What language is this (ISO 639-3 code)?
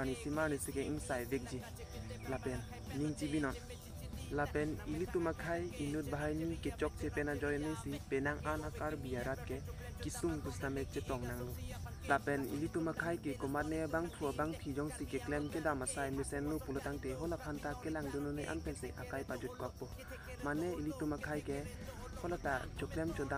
mjw